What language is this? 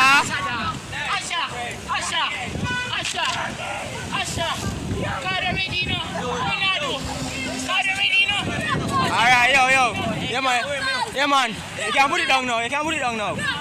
Jamaican Creole English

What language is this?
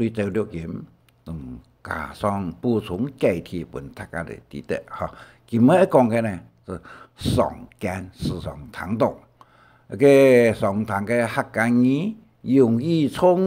Hakka Chinese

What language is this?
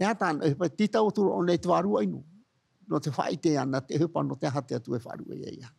Tahitian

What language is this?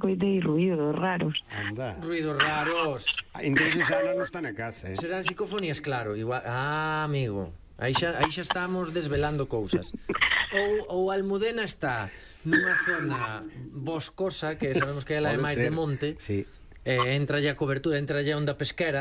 Galician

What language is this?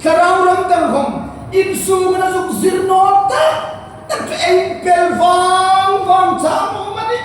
Hmar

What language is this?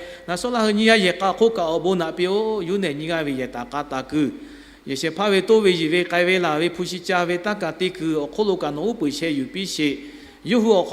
Lahu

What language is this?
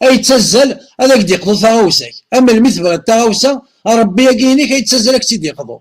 Kabyle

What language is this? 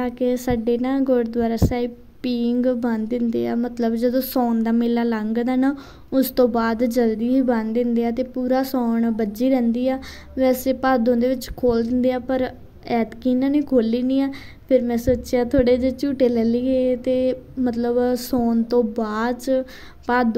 Punjabi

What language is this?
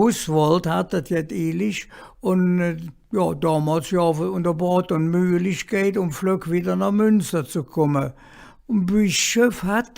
Colognian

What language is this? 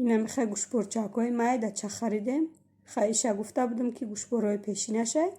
Tajik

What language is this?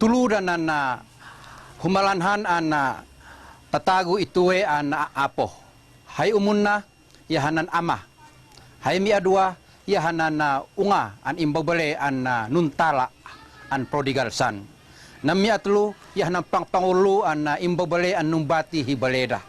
Tuwali Ifugao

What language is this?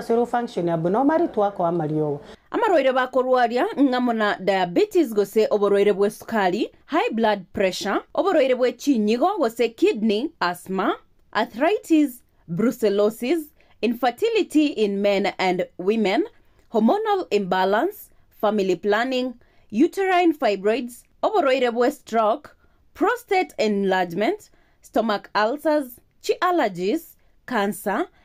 Gusii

